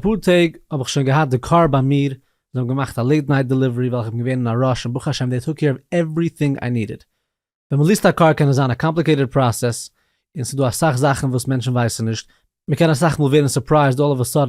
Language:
Yiddish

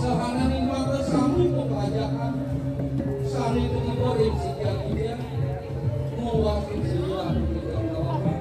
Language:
Balinese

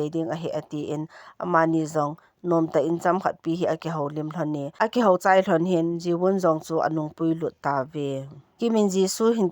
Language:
Thado Chin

